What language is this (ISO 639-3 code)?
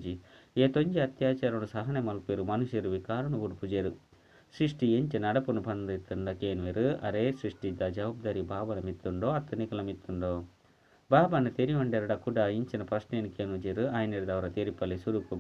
tcy